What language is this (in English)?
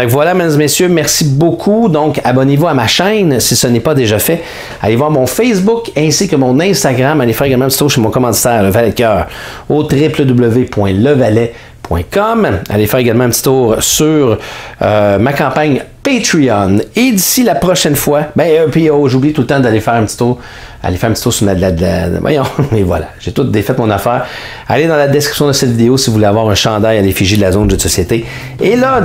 French